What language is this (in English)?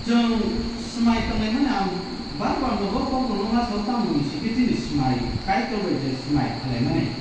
Kok Borok